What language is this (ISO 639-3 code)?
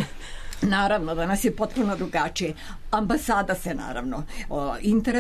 srp